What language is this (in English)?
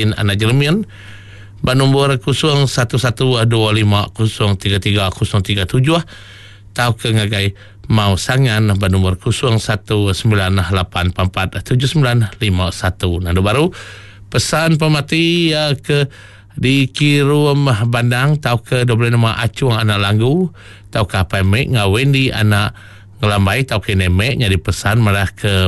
Iban